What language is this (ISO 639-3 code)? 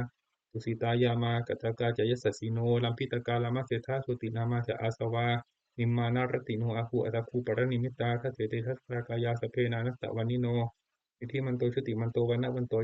pli